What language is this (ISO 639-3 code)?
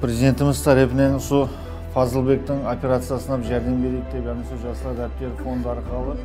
kaa